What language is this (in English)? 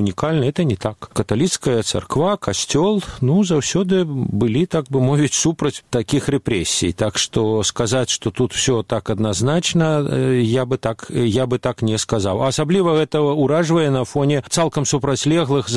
Belarusian